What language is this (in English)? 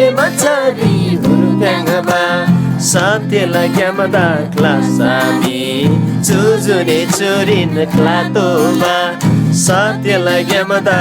Eastern Tamang